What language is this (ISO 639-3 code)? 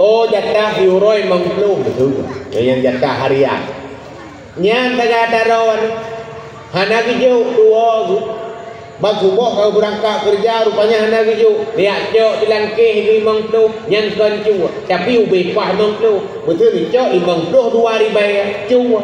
ace